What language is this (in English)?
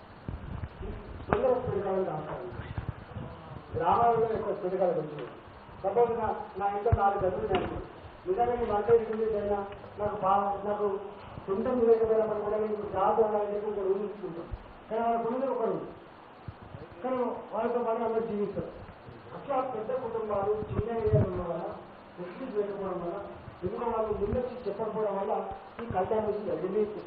Telugu